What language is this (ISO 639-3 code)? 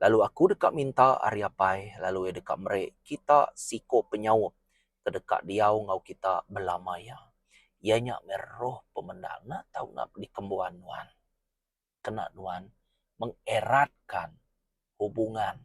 iba